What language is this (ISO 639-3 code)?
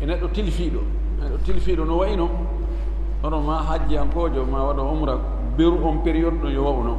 ful